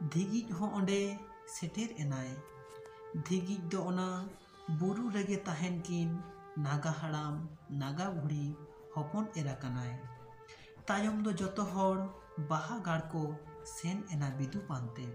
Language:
Santali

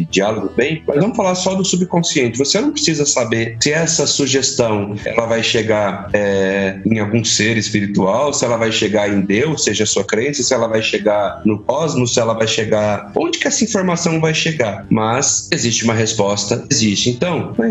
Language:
Portuguese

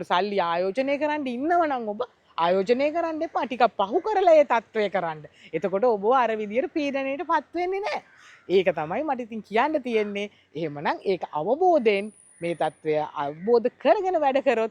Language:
Sinhala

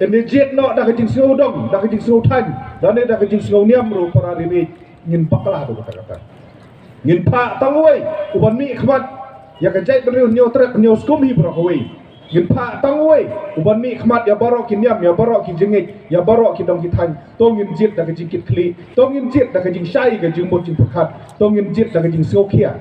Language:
Khasi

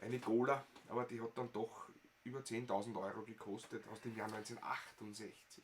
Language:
Bavarian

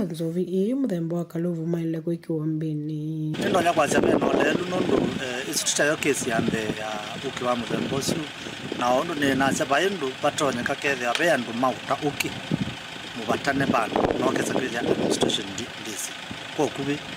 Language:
Kamba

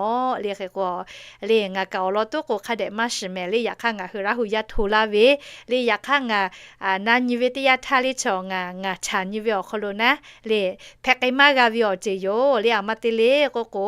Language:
Lahu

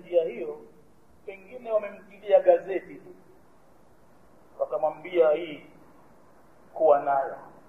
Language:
Swahili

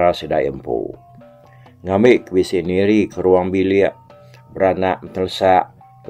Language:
Iban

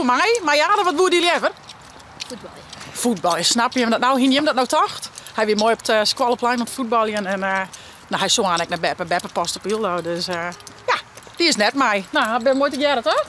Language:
Western Frisian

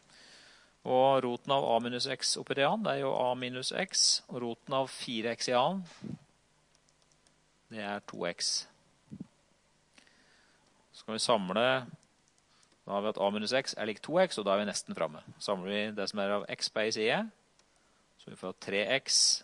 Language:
Norwegian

